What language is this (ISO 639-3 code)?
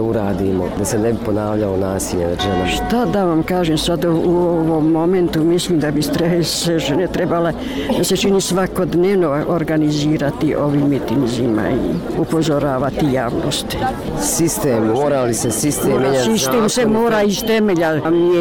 bos